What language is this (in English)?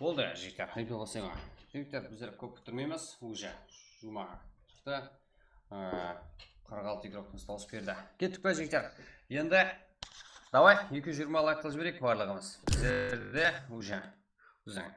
Kara-Kalpak